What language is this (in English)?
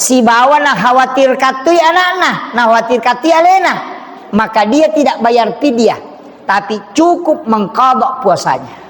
Buginese